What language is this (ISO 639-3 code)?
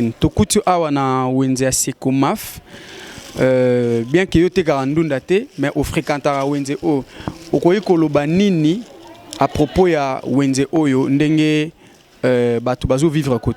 lin